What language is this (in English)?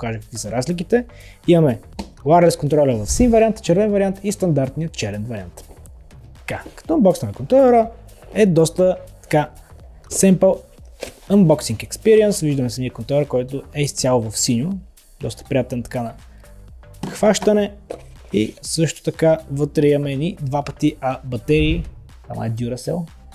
Bulgarian